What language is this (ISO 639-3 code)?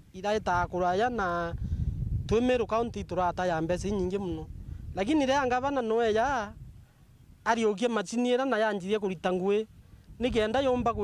mer